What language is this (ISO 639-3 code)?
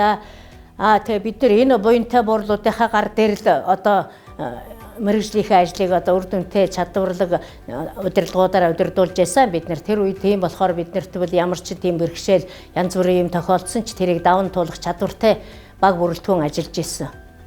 mon